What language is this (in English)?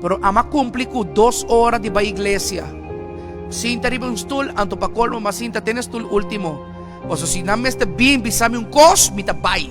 Papiamento